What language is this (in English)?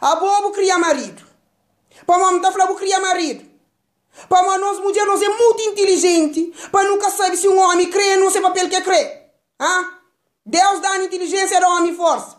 Kabuverdianu